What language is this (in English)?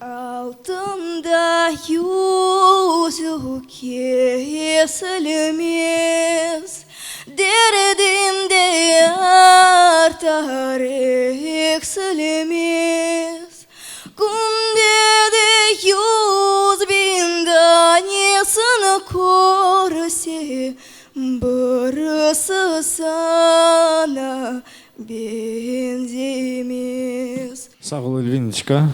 Crimean Tatar